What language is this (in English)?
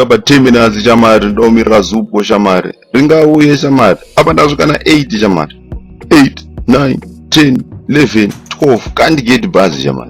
Shona